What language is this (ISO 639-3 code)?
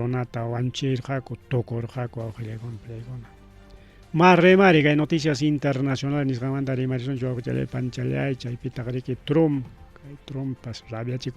quy